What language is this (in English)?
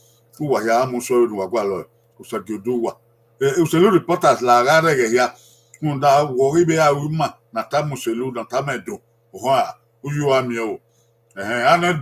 Bini